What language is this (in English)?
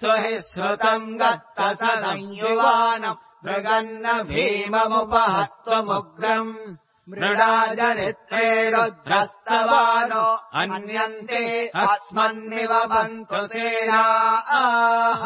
Sanskrit